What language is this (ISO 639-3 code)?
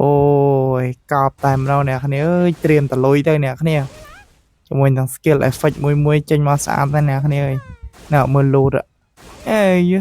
khm